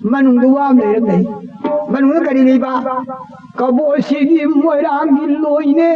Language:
Manipuri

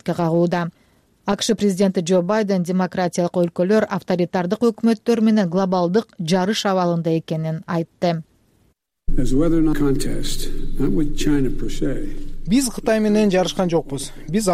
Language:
Kyrgyz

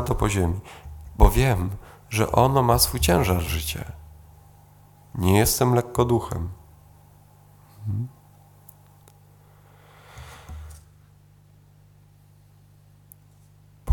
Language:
Polish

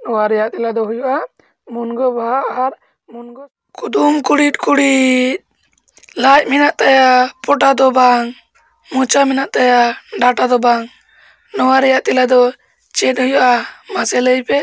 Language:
Santali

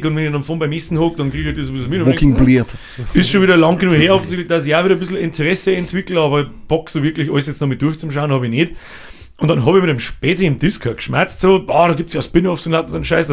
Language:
Bavarian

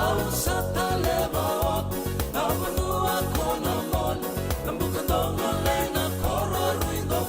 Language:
Fijian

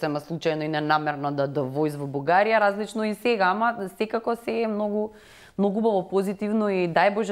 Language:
Macedonian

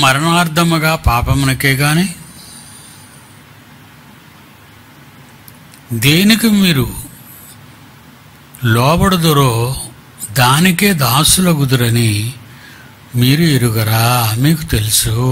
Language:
Telugu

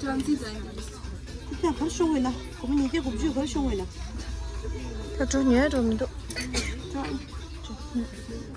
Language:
Tibetan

